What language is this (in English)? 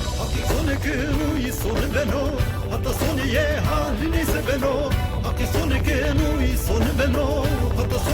Zaza